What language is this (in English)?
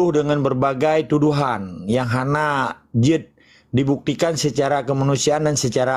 Achinese